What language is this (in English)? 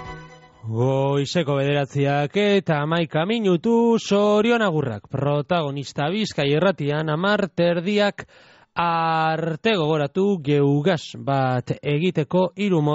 Basque